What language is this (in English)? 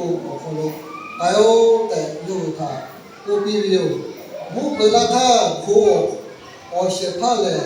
Lahu